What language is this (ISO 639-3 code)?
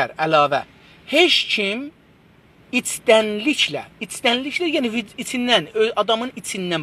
azb